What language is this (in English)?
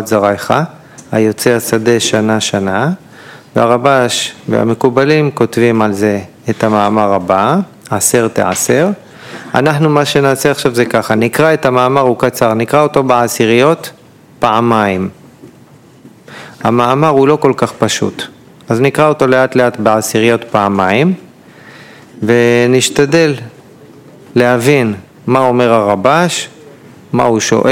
Hebrew